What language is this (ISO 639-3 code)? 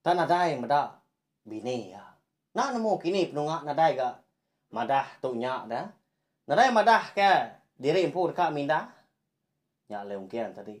iba